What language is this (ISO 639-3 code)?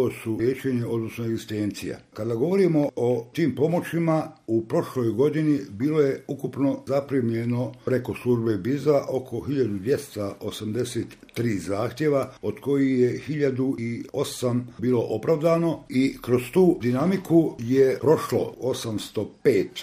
bos